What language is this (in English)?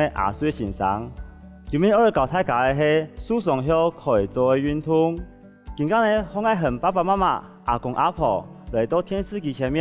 Hakka Chinese